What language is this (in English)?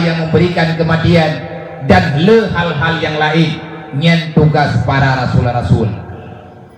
Achinese